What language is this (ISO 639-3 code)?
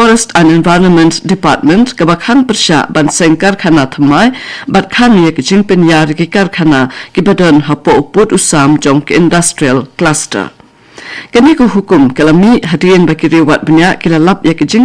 kha